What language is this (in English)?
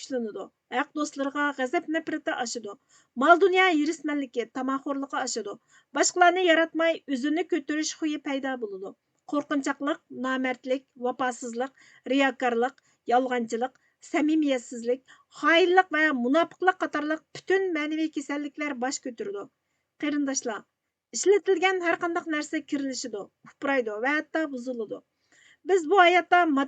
Uyghur